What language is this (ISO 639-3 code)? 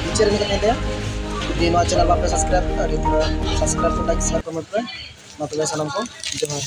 sat